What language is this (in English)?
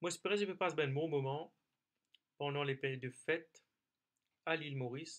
Morisyen